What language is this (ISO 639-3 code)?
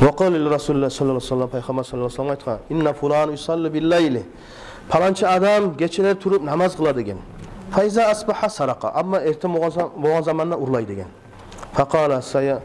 kum